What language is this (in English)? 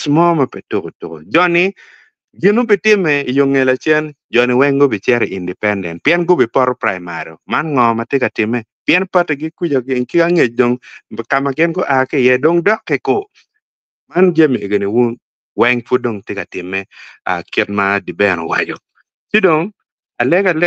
Acoli